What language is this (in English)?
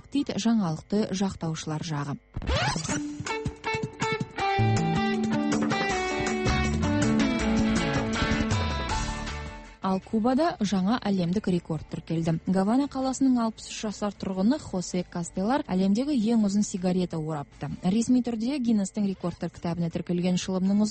Kazakh